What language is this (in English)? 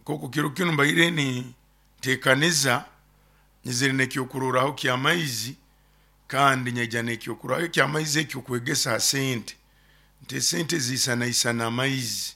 Nyoro